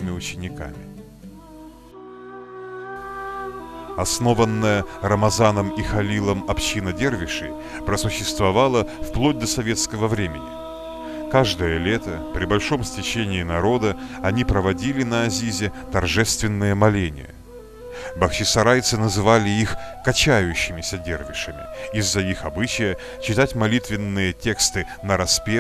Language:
Russian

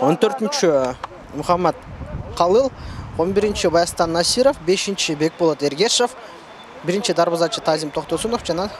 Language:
Kyrgyz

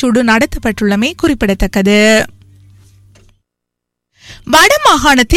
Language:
Tamil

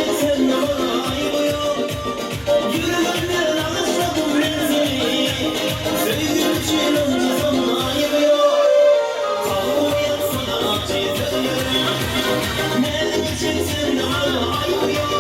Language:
Turkmen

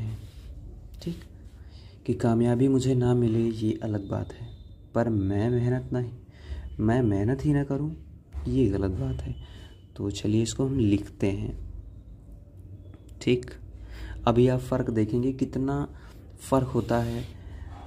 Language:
Hindi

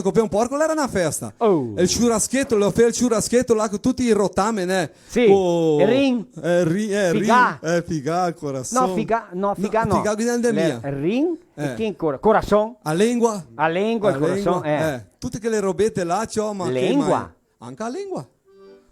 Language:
Venetian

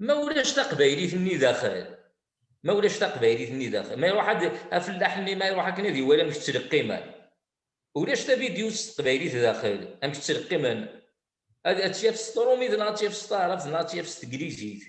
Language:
Kabyle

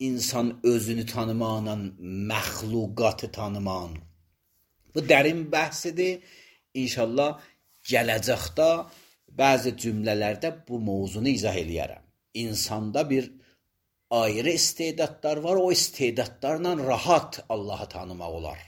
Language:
Azerbaijani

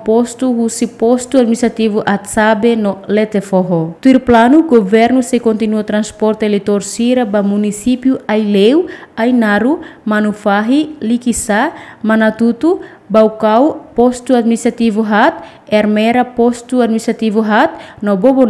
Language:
Tetum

